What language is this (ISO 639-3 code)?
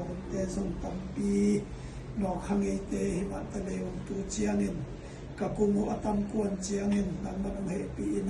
ctd